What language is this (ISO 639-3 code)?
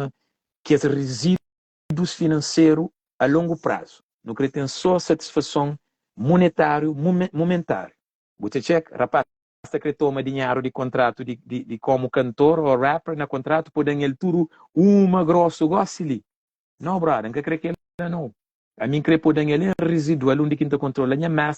kea